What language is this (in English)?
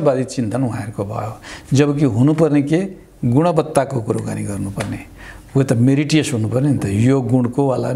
Nepali